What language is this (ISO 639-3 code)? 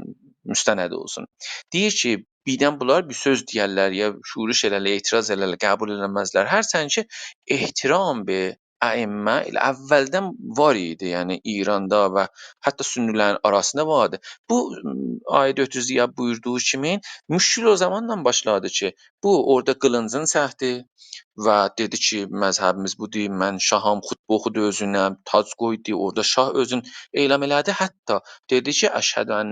azb